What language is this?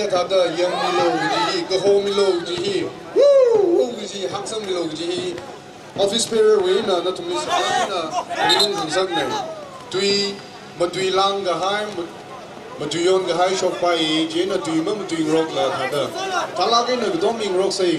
Tangkhul Naga (India)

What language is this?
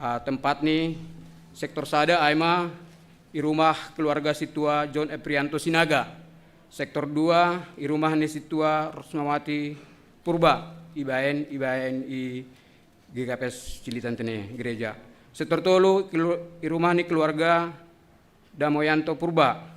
Batak Simalungun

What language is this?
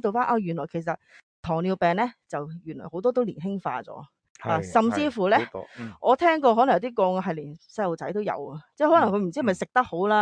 Cantonese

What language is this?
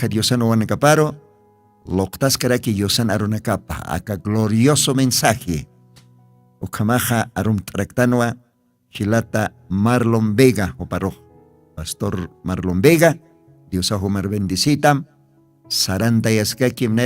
Aymara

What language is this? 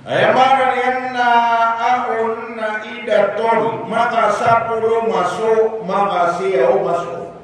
Maranao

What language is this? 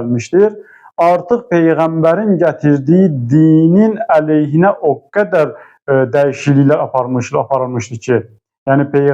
Azerbaijani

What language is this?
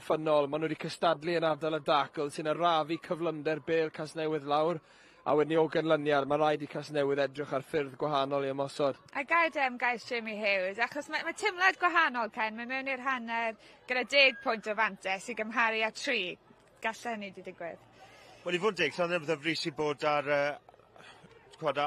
Welsh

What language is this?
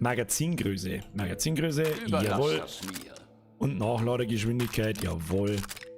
Bavarian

